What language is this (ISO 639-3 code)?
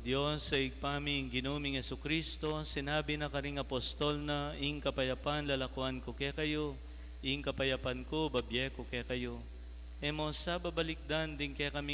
pam